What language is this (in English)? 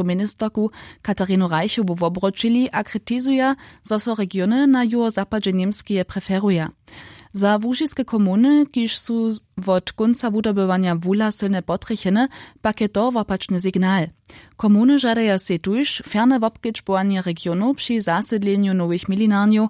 Upper Sorbian